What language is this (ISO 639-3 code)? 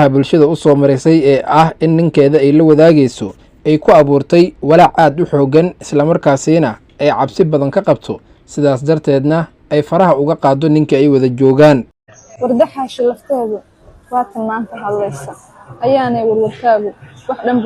som